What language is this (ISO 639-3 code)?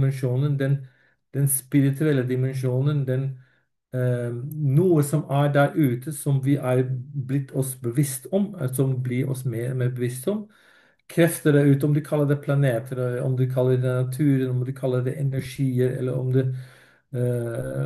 nor